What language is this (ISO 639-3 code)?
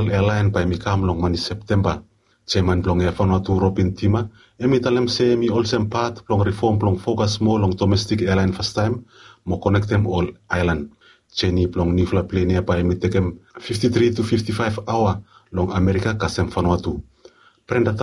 bis